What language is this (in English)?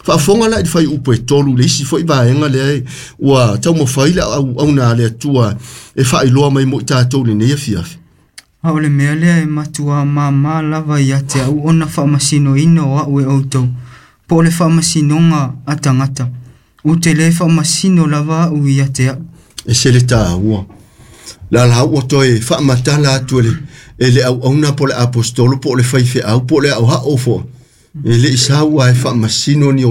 Samoan